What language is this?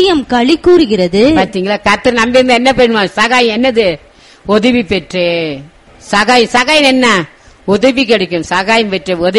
Tamil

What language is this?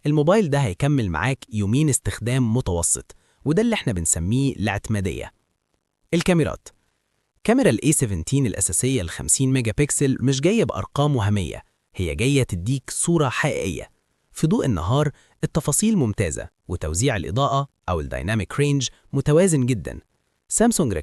Egyptian Arabic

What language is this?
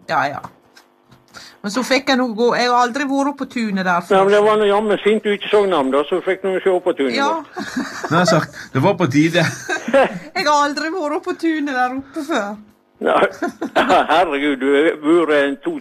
Norwegian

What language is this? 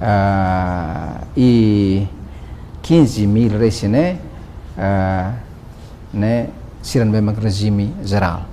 Tetum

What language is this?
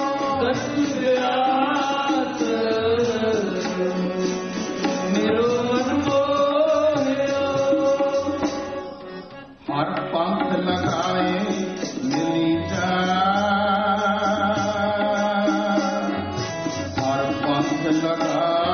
Punjabi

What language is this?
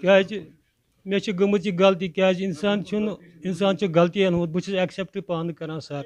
Kashmiri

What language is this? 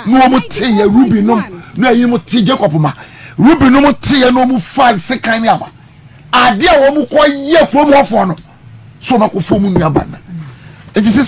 Akan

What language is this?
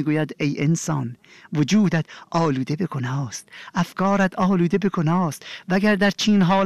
Persian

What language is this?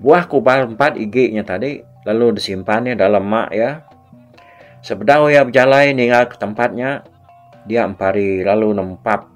Iban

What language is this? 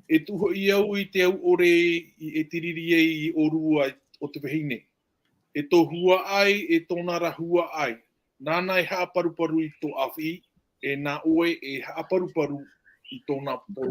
Tahitian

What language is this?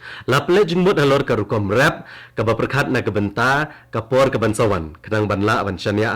Khasi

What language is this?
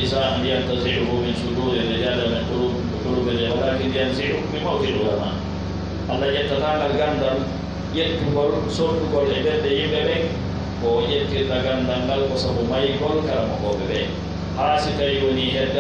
Pular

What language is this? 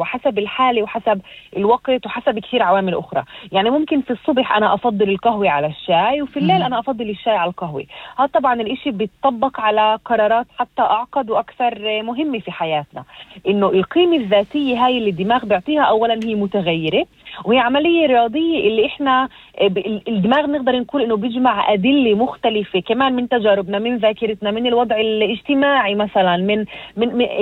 North Levantine Arabic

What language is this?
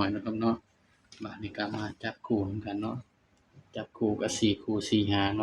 Northeastern Thai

